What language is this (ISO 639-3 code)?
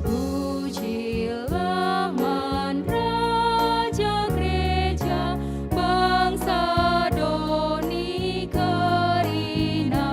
btx